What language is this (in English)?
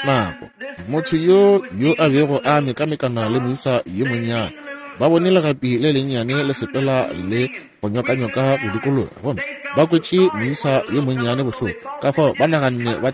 Northern Sotho